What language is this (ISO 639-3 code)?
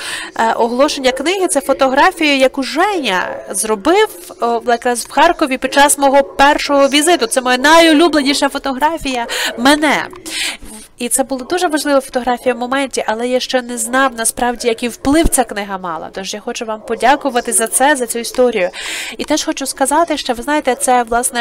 ukr